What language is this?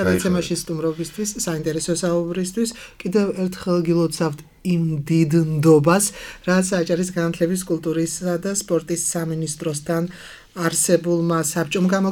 Georgian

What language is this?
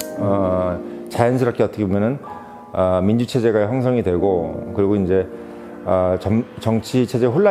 Korean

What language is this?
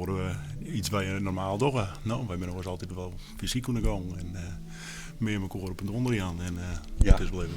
Western Frisian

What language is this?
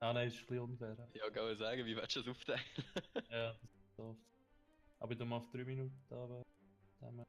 Swiss German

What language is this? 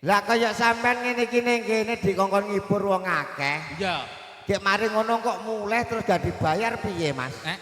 Javanese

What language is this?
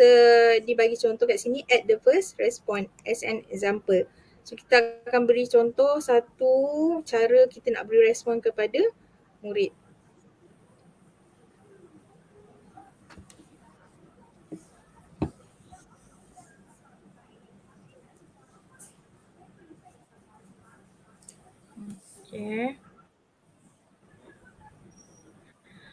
Malay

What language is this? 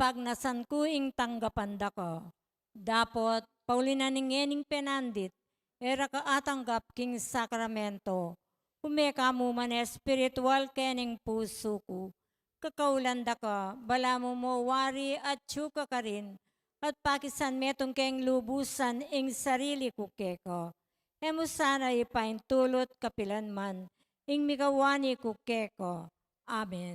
Pampanga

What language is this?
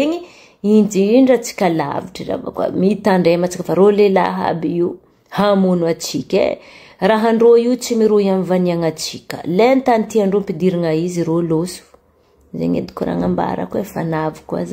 Malagasy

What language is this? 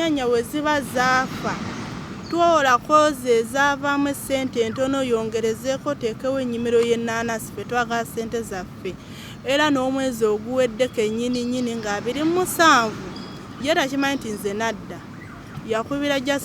Ganda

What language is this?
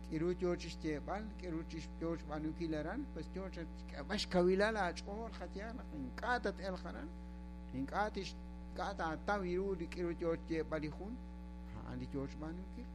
Kekchí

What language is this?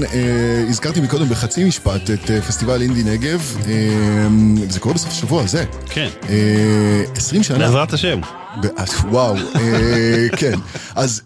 Hebrew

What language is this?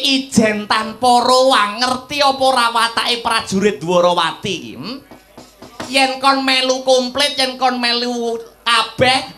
Javanese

